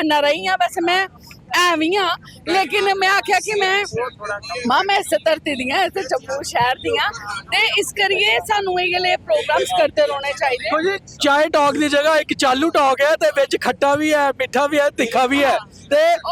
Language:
Dogri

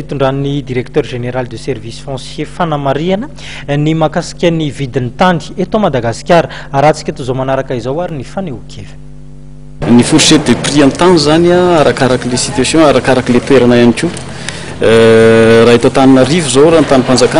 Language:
Malagasy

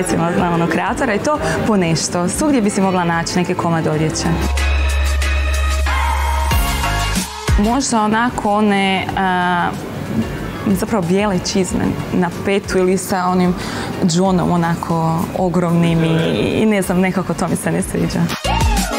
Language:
Croatian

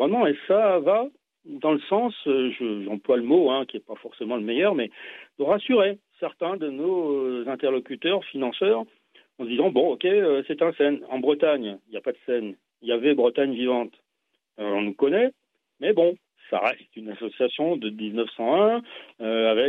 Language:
French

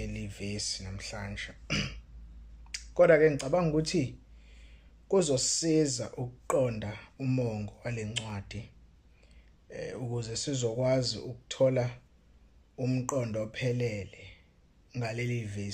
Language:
Zulu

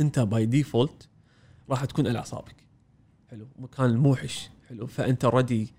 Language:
Gulf Arabic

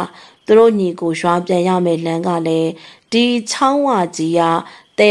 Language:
Burmese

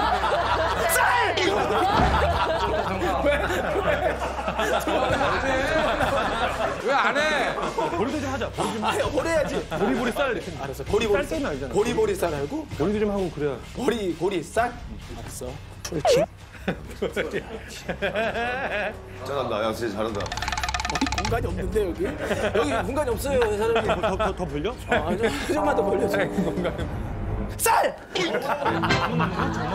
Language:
Korean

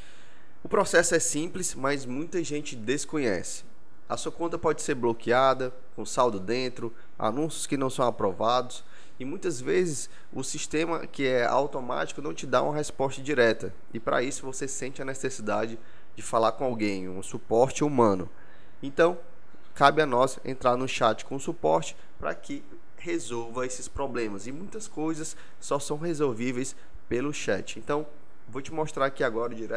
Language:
Portuguese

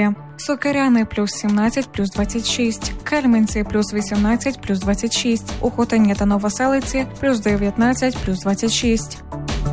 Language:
Ukrainian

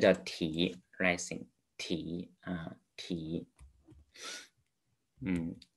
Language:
Chinese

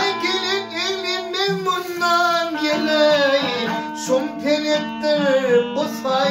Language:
Turkmen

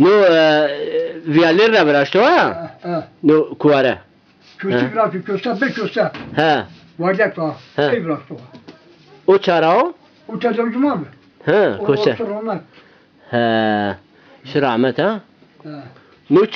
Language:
Zaza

